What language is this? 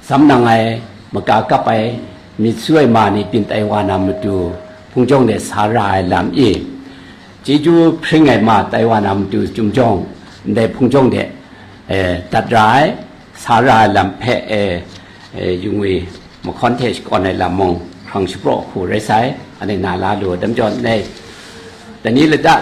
Kachin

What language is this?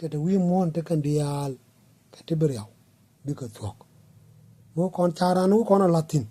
Nuer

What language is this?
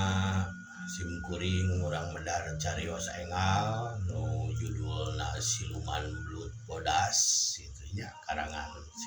Sundanese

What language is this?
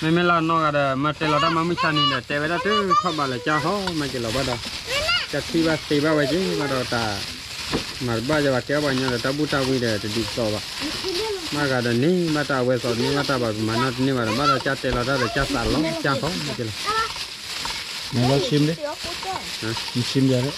S'gaw Karen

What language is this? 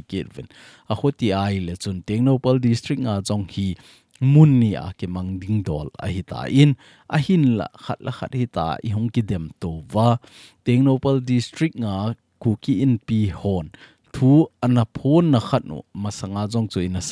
Thado Chin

